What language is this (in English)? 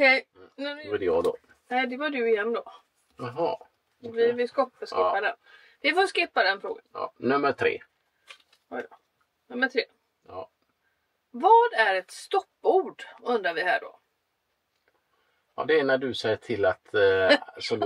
Swedish